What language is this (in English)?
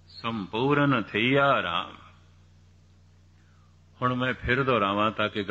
Punjabi